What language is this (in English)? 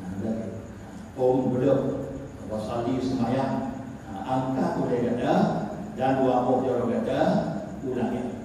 Achinese